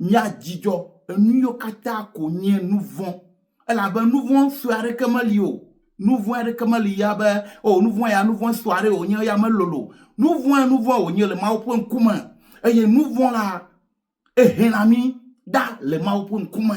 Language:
Ewe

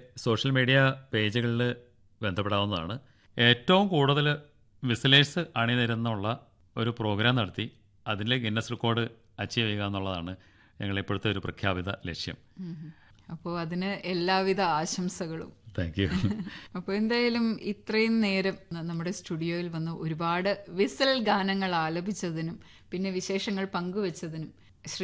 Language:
Malayalam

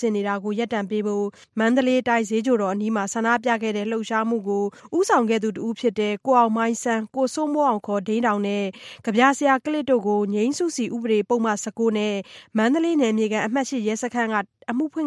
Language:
Burmese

